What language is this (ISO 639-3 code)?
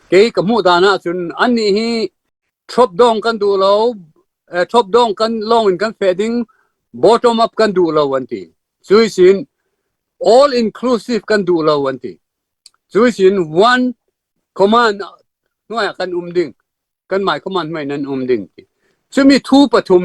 cfm